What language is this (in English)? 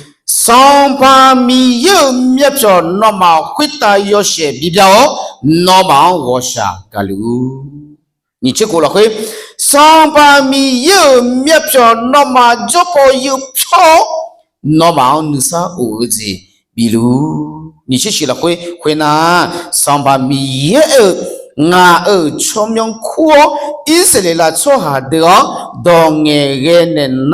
Akha